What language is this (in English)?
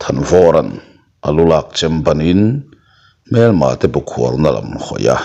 Mizo